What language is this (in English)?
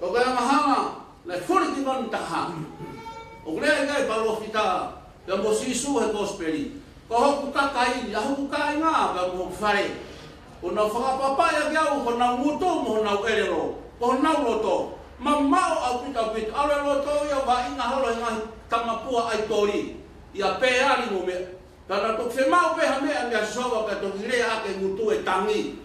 Tongan